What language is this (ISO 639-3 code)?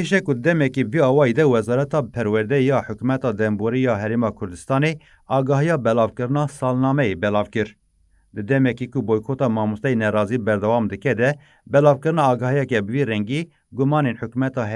kur